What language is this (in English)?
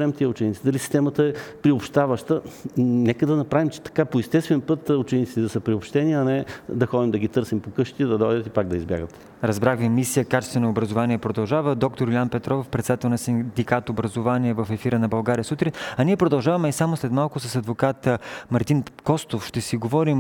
Bulgarian